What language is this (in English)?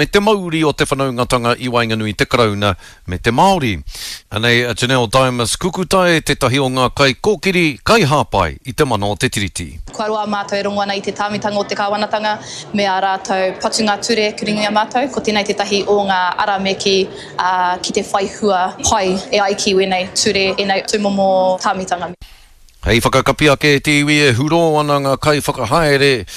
Māori